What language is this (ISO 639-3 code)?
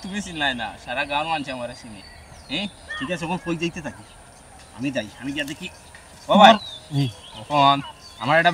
syl